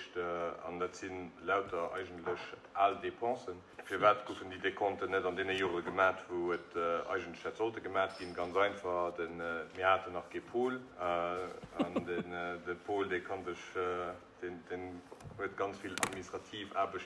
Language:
Luxembourgish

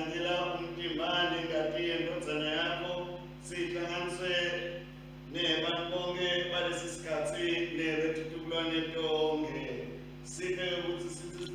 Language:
Swati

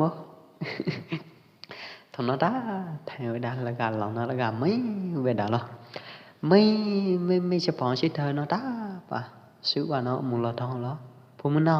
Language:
Pwo Eastern Karen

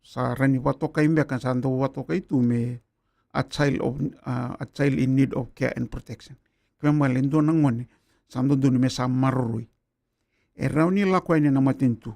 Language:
Fijian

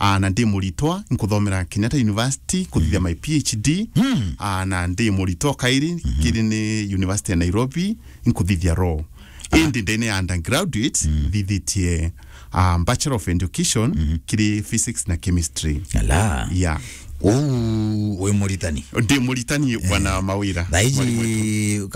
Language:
Meru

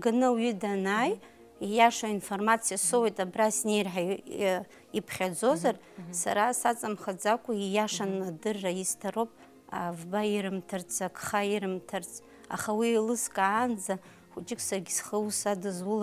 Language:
Abkhazian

